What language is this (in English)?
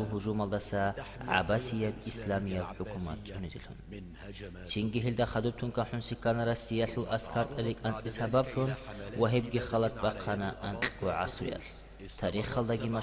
Avaric